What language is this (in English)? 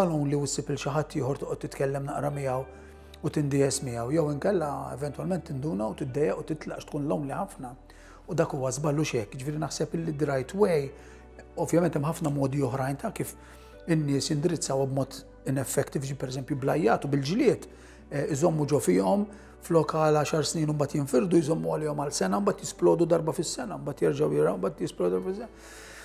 Maltese